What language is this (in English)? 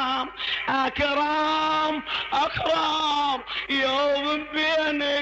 Mesopotamian Arabic